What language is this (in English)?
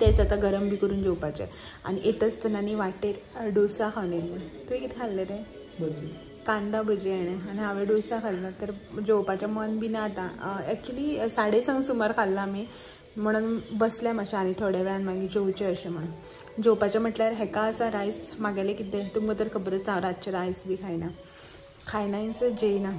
Konkani